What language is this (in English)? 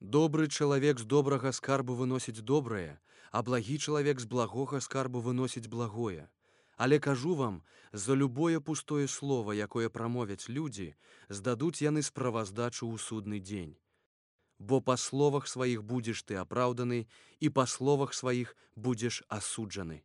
Belarusian